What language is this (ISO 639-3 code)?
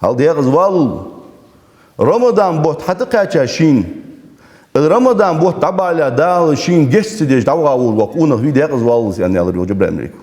inh